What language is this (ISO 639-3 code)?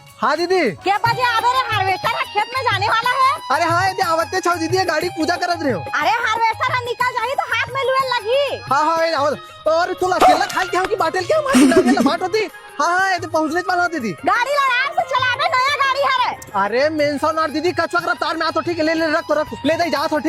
hne